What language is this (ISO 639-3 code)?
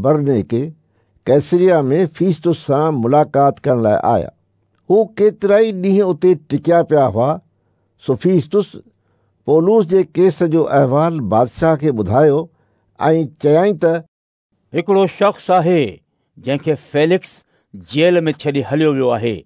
snd